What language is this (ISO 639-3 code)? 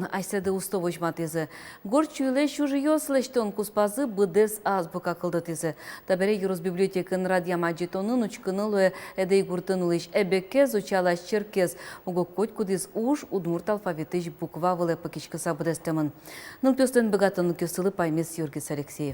udm